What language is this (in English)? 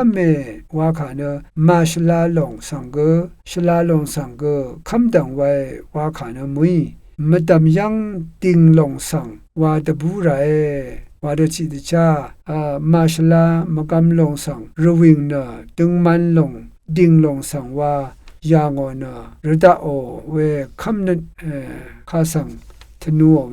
Rawang